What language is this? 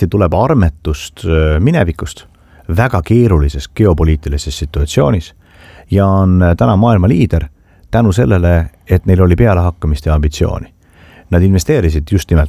Estonian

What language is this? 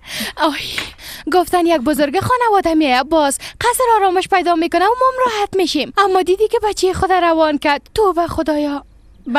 Persian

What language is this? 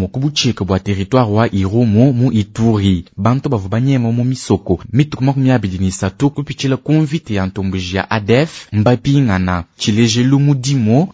Luba-Lulua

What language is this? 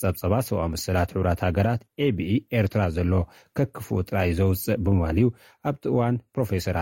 Tigrinya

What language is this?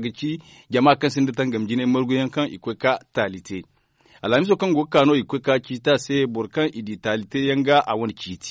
Zarma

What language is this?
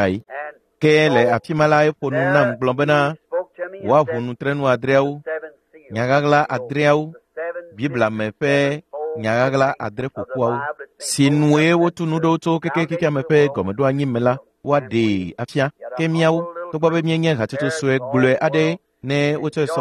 Ewe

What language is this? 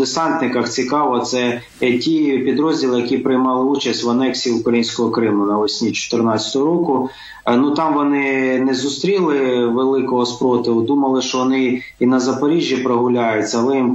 Ukrainian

